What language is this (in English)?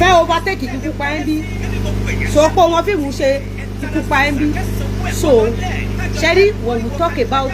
Yoruba